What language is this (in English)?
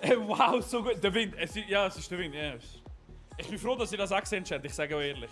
Swiss German